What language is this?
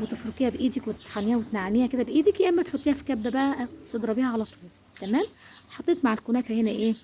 Egyptian Arabic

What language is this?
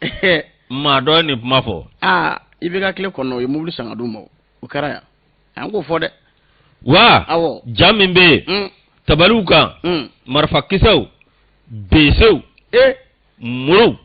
Bambara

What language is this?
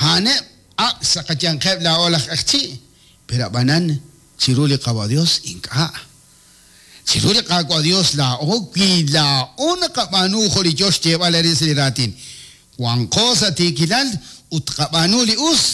Kekchí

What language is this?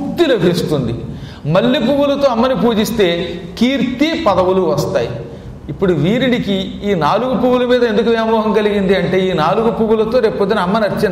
Telugu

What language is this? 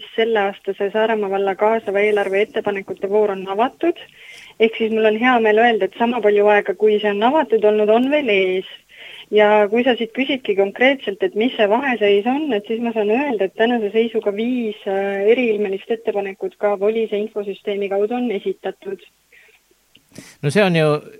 Estonian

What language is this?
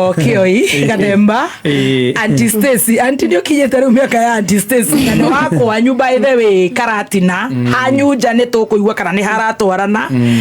Kikuyu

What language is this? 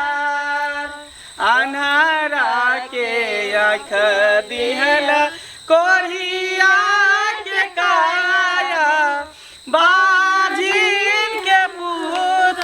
Maithili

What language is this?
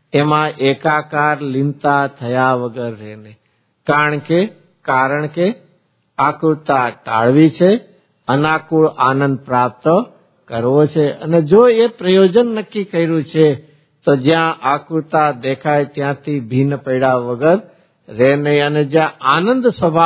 Gujarati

